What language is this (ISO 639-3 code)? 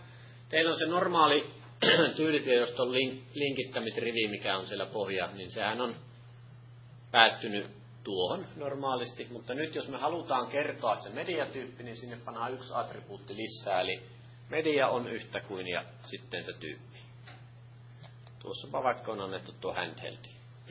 fin